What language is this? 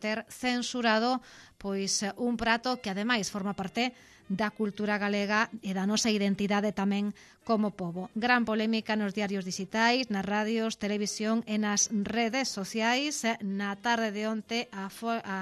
Galician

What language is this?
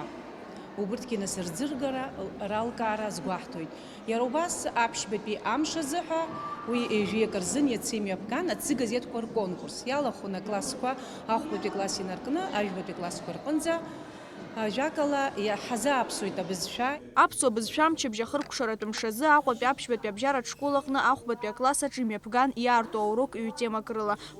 Abkhazian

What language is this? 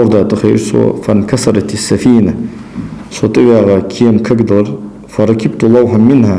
Ingush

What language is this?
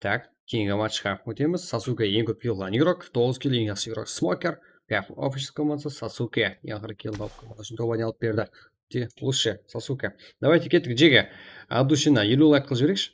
Kara-Kalpak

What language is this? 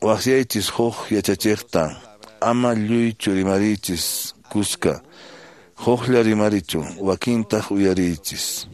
Quechua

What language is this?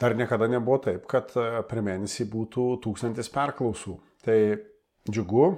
Lithuanian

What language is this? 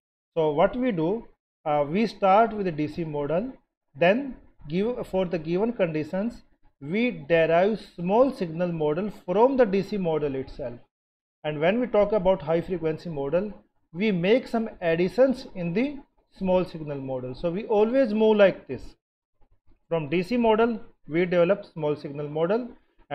English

